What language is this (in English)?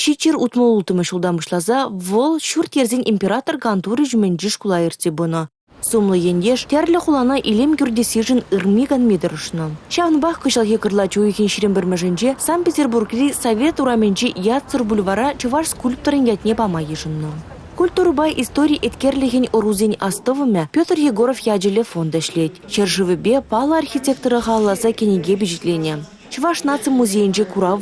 Chuvash